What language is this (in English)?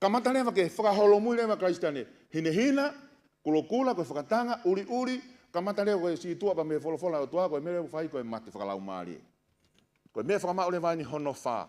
Tongan